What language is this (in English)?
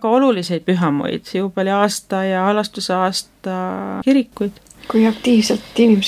Estonian